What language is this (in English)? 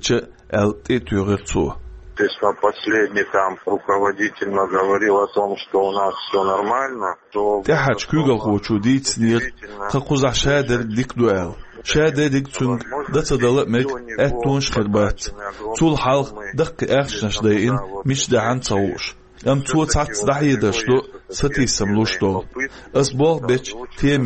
Chechen